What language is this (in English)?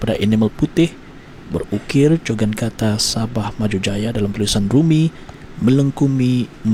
Malay